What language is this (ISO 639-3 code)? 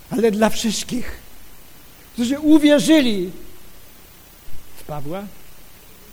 pol